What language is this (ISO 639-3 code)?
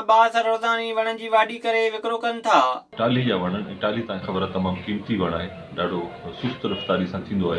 snd